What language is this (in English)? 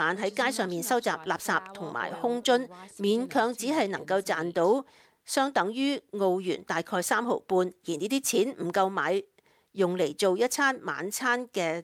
Cantonese